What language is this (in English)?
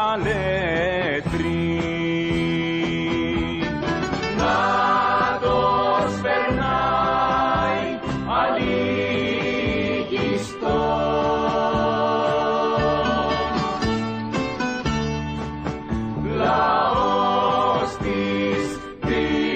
Greek